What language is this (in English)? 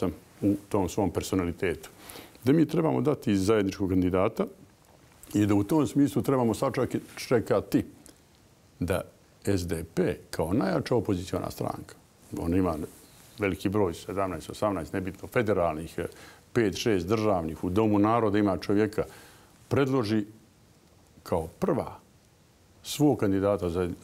Bosnian